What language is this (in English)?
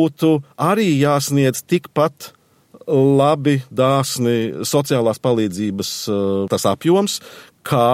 Latvian